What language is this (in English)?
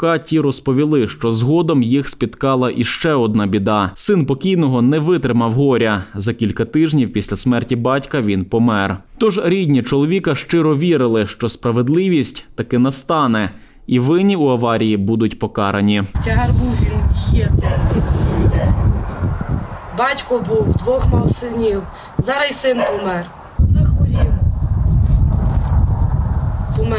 Ukrainian